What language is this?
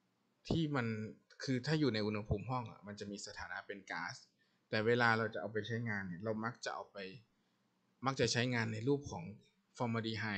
Thai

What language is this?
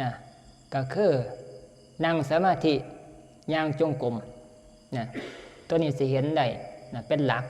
Northeastern Thai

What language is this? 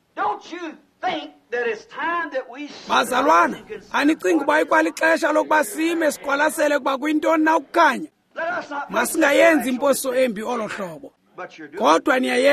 Xhosa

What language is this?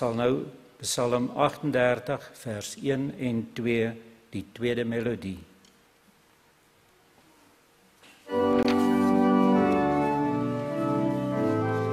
Afrikaans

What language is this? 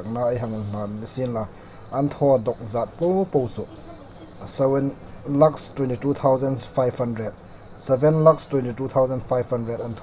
Hmar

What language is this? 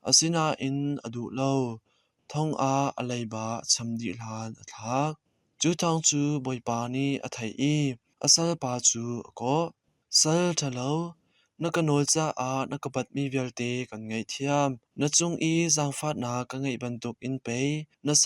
Hakha Chin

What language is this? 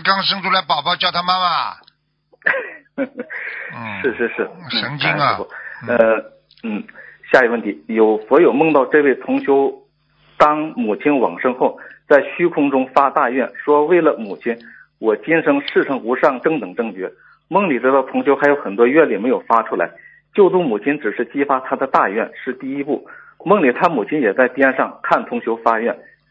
Chinese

